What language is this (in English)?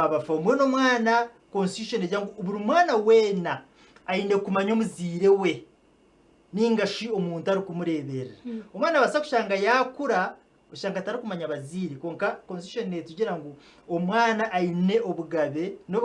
Nyankole